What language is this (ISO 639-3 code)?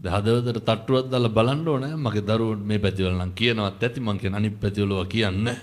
sin